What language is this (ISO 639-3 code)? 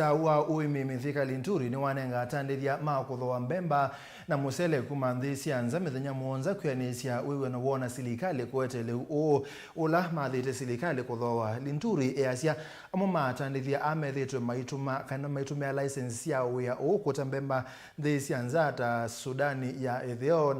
kam